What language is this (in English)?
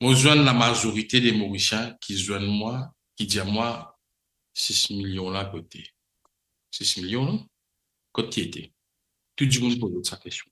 Morisyen